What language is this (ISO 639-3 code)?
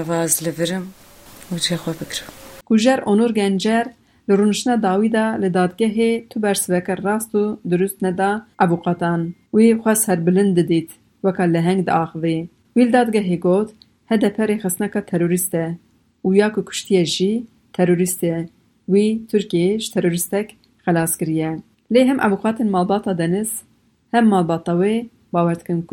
kur